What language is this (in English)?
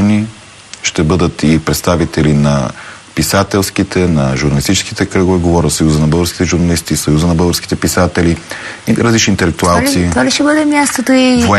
Bulgarian